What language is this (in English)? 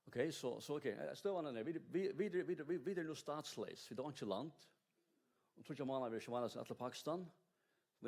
Faroese